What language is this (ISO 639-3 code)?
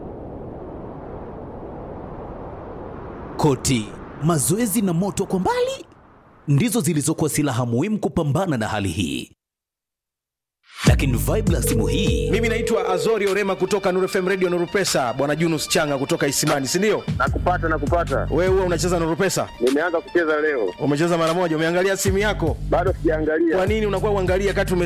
swa